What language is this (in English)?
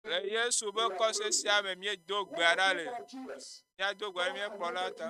Ewe